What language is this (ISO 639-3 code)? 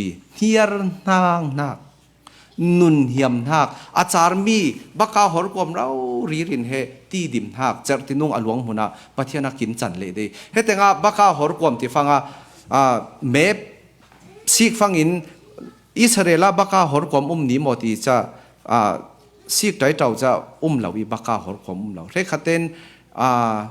cfm